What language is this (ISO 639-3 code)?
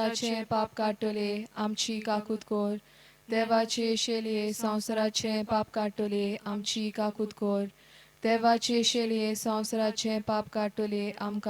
kok